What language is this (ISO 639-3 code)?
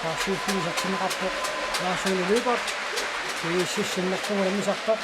kal